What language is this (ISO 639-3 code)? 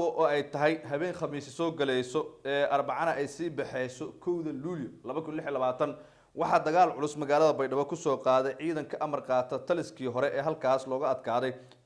som